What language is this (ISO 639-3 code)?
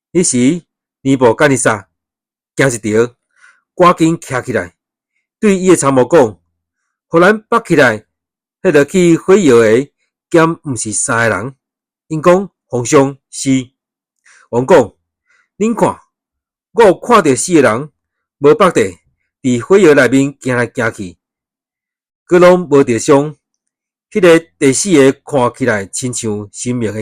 nan